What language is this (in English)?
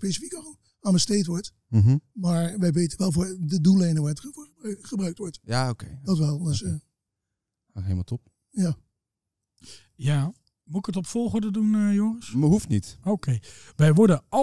Dutch